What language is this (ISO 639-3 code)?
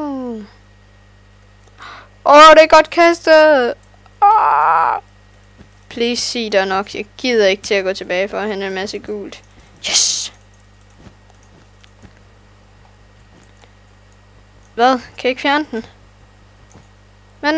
dan